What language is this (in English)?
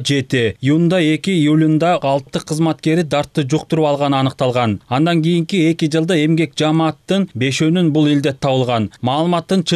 Kyrgyz